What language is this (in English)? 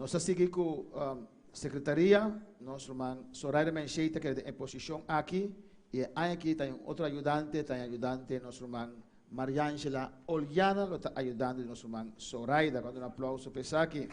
Papiamento